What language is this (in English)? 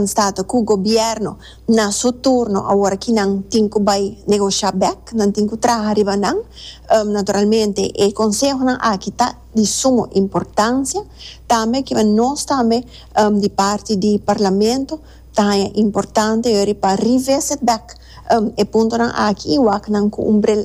Papiamento